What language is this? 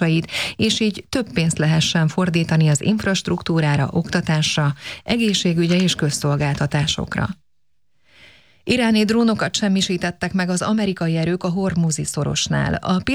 Hungarian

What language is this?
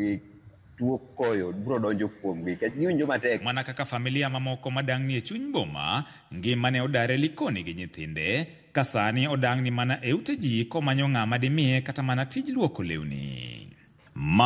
Luo (Kenya and Tanzania)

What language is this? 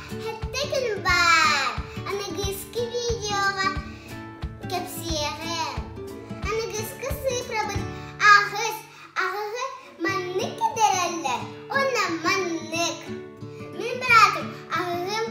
Yakut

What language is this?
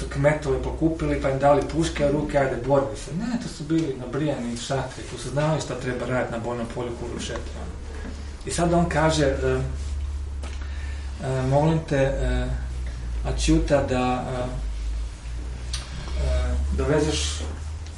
Croatian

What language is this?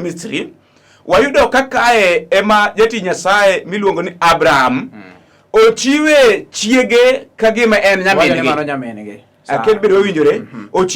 Luo (Kenya and Tanzania)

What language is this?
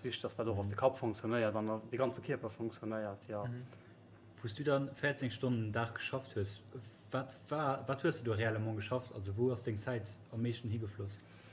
Luxembourgish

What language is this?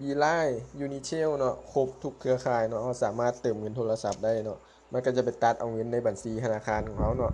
Lao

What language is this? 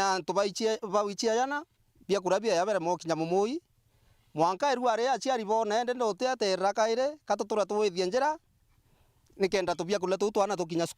Meru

